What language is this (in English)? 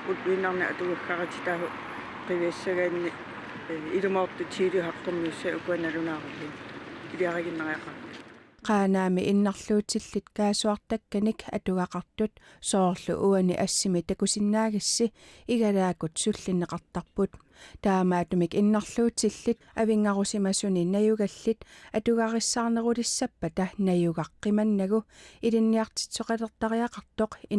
Kalaallisut